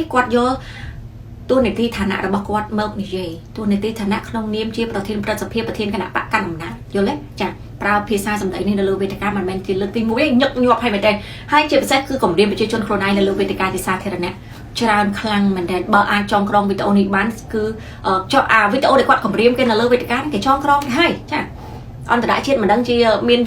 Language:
Khmer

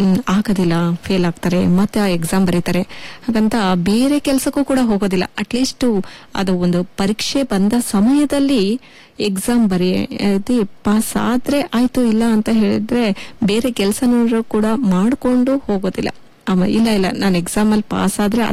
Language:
Kannada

